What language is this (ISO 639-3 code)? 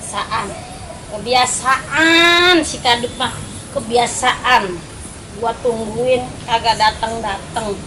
bew